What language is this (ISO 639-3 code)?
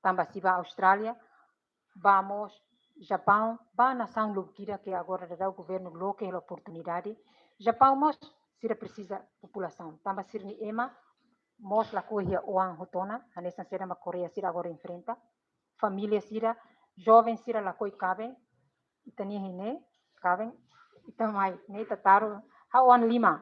tet